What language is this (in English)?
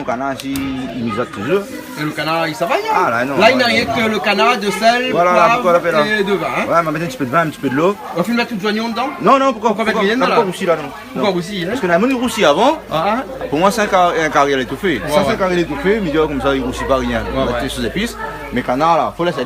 Réunion Creole French